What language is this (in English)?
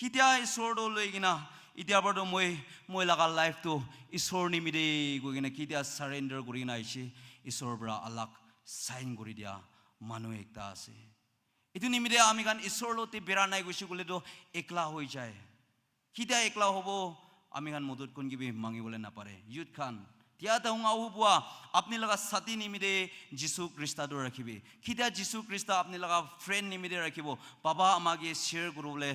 Naga Pidgin